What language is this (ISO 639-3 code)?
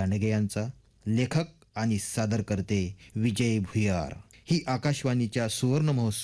mar